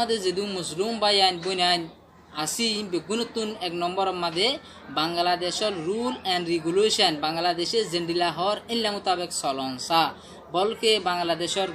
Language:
Rohingya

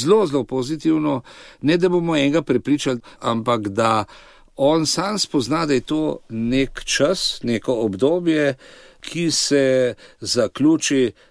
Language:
Slovenian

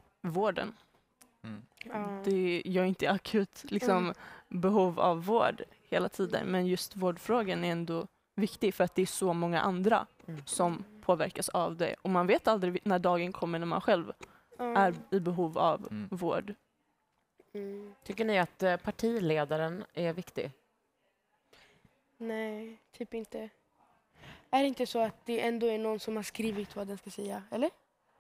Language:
Swedish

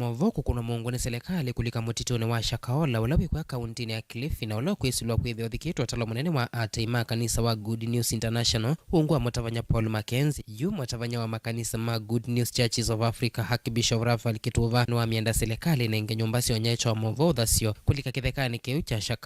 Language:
Kamba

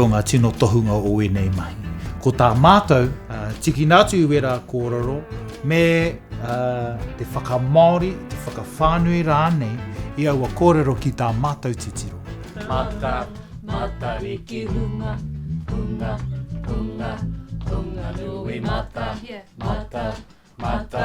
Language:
Māori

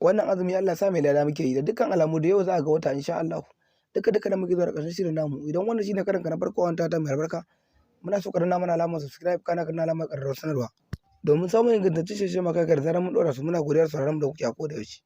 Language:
Hausa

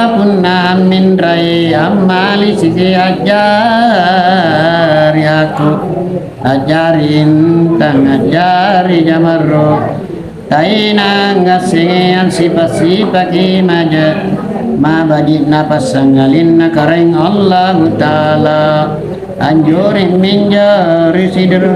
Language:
Makasar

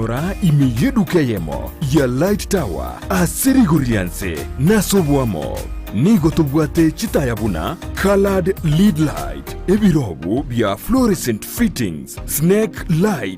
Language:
Gusii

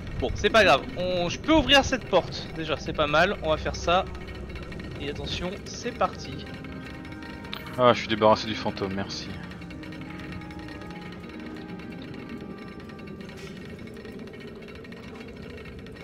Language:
French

